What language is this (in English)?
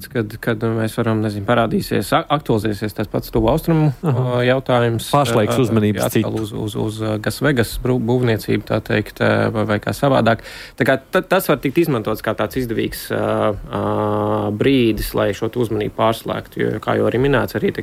Latvian